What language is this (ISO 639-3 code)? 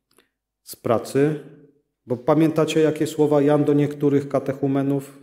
pol